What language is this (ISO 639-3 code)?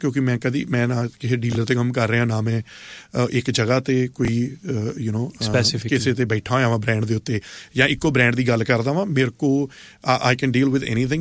pan